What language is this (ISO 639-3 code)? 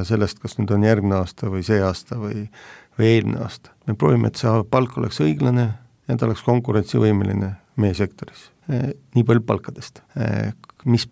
est